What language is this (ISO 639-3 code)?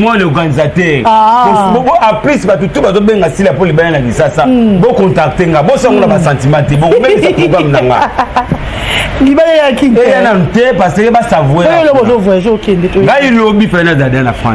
lin